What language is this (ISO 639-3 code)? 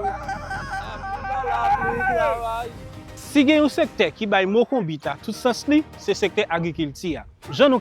hat